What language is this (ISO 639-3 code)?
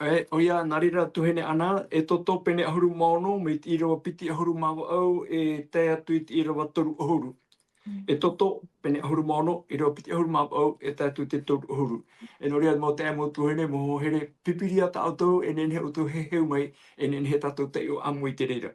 tah